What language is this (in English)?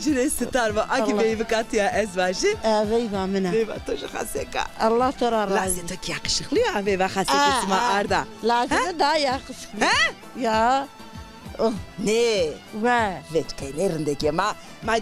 Zaza